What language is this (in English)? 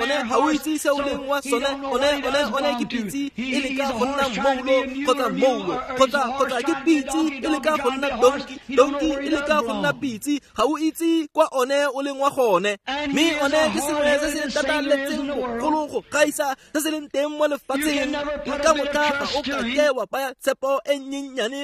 Tswana